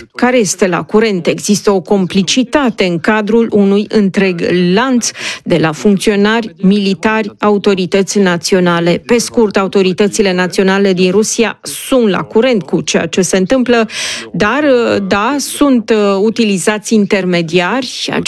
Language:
Romanian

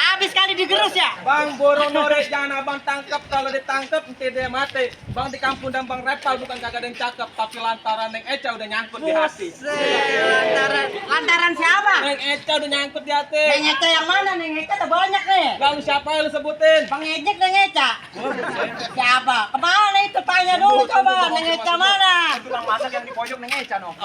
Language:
Betawi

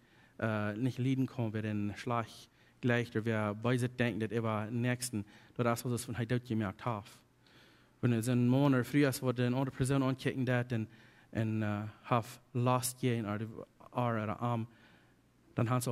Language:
Plautdietsch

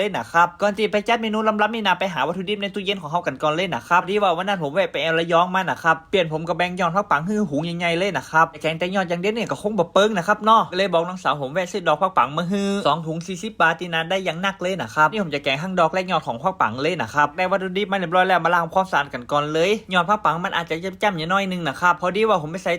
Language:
Northern Thai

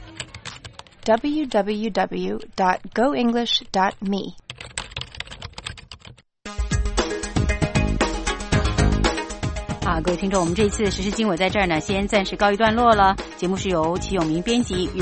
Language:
Chinese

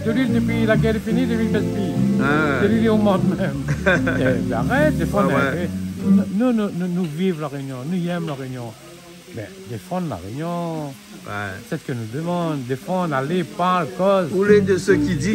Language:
Réunion Creole French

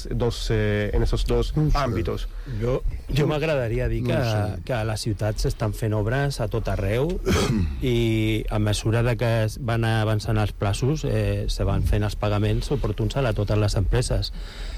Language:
Catalan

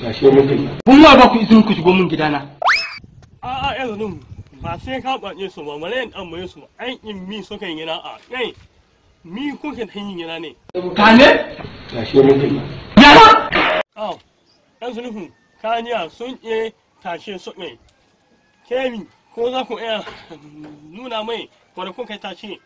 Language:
Hausa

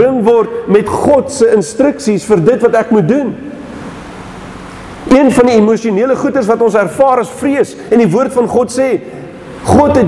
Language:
Afrikaans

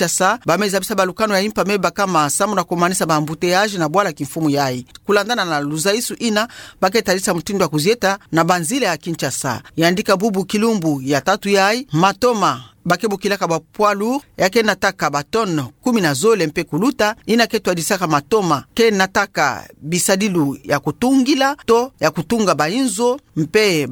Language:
Kituba (Democratic Republic of Congo)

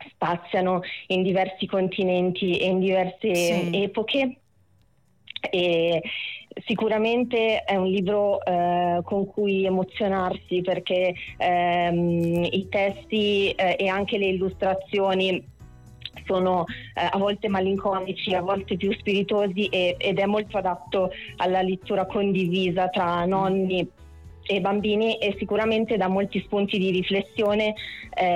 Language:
Italian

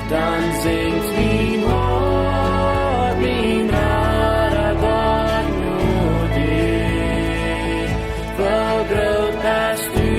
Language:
Plautdietsch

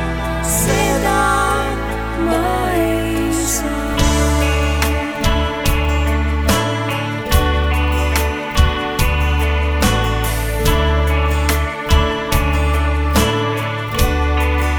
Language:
Estonian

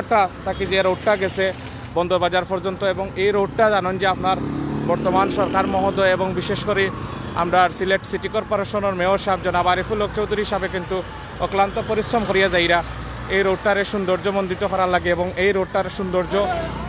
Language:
Sylheti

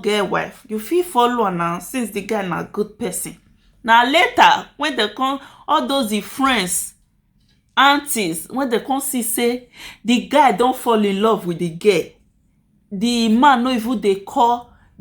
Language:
Nigerian Pidgin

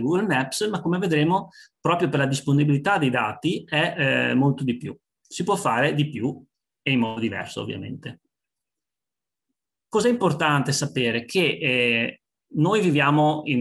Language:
Italian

